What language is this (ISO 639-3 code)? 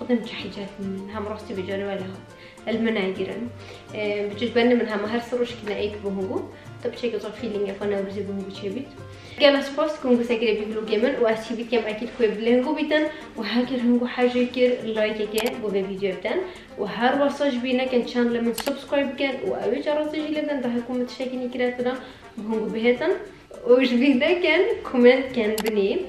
kur